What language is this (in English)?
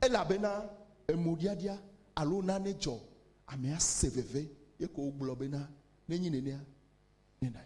Ewe